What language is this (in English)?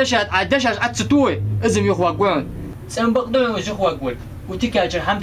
Ingush